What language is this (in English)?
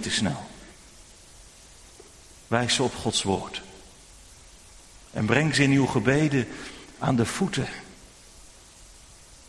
Dutch